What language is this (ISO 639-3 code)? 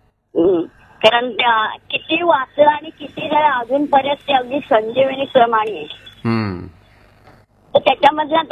mar